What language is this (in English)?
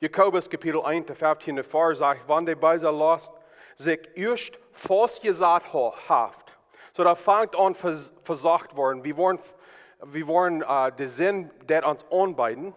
Plautdietsch